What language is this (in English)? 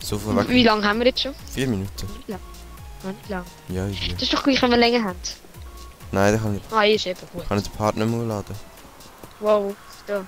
Swiss German